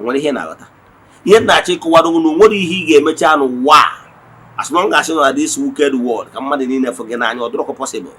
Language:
Igbo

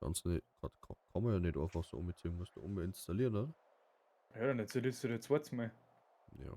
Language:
Bavarian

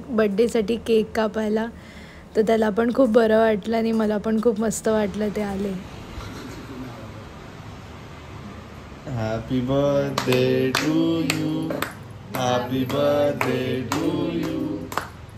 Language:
Marathi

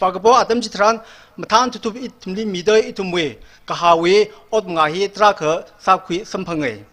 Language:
Tangkhul Naga (India)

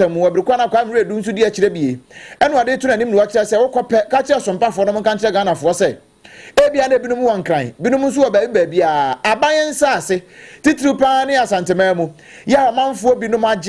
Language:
Akan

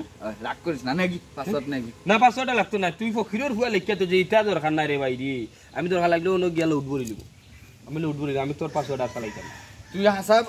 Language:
Sylheti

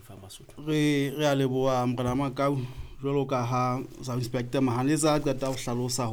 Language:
Southern Sotho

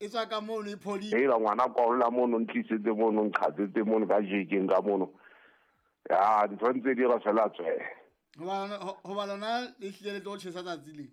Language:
Southern Sotho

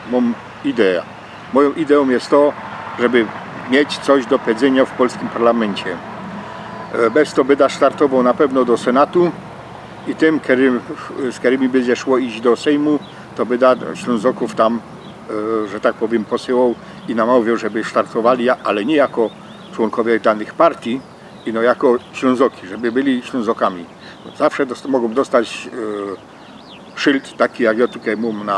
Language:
Silesian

